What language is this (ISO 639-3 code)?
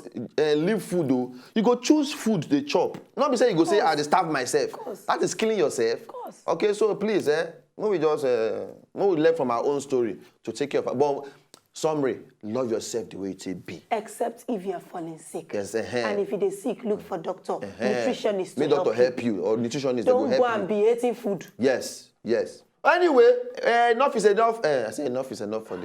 pcm